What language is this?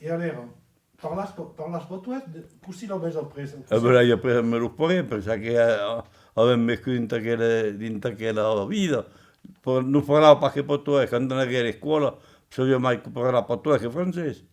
Occitan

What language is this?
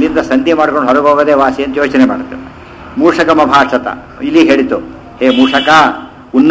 Kannada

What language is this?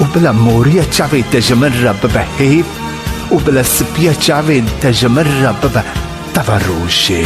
Kurdish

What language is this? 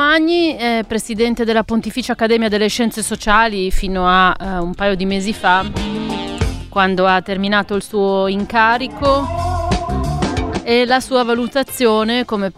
Italian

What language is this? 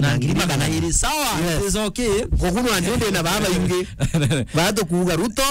Meru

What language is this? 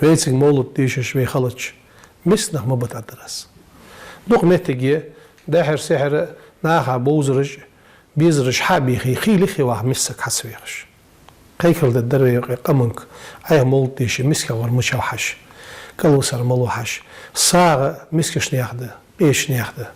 Ingush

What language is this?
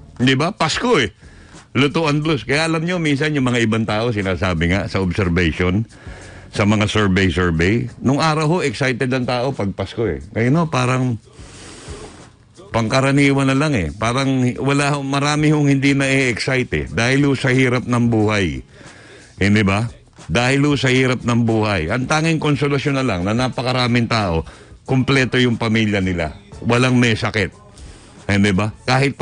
Filipino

